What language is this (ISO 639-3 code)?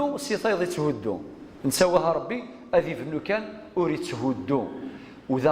kab